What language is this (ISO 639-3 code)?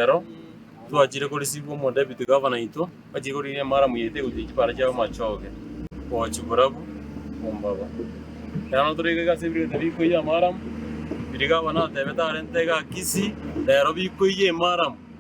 guz